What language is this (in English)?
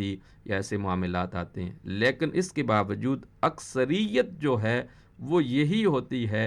Urdu